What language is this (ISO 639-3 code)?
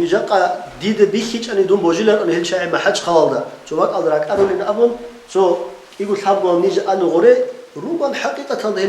ava